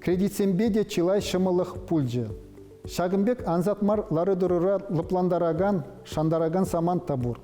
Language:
Chuvash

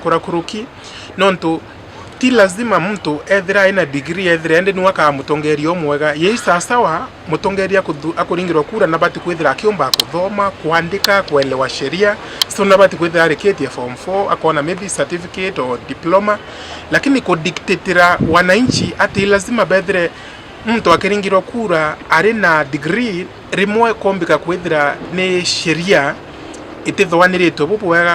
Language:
Meru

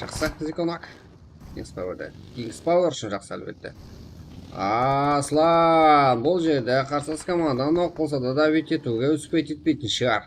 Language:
Kara-Kalpak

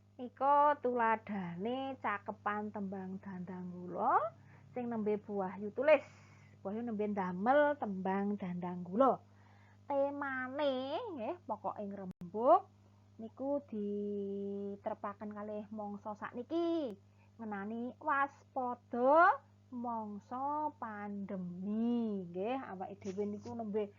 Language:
Javanese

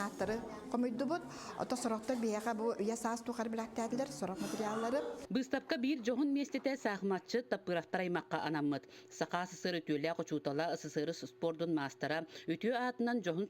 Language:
Yakut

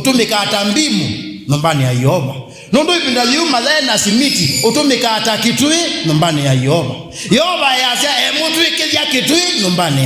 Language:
Kamba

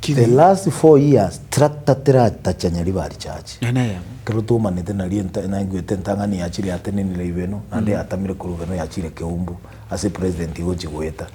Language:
Gusii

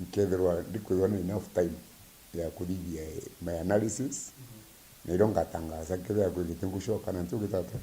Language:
Meru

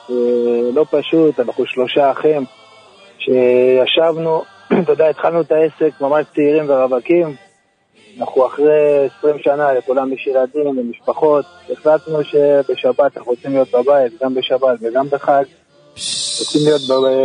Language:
Hebrew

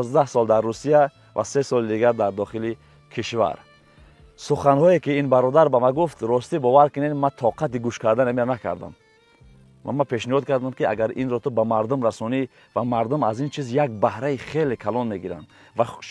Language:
Tajik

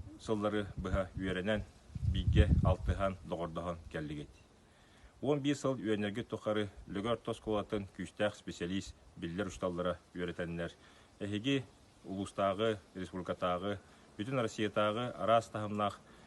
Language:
Yakut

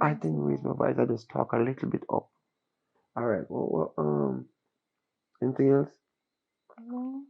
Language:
Jamaican Creole English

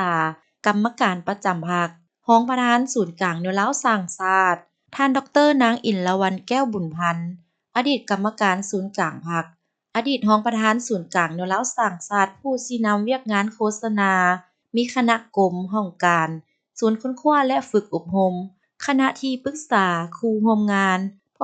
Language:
Lao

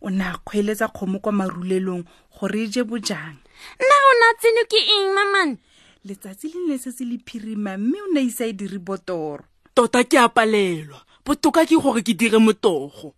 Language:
Tswana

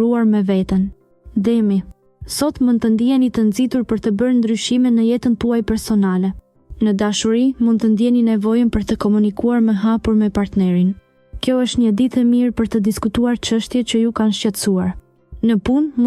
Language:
Albanian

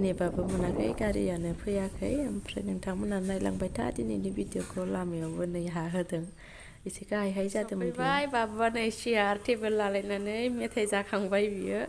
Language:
Bodo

